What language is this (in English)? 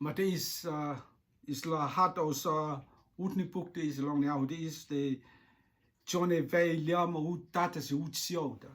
Rotuman